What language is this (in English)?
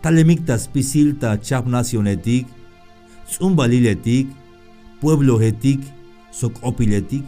Tzeltal